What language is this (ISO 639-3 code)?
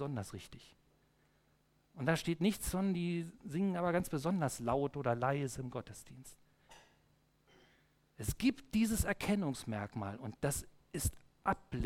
deu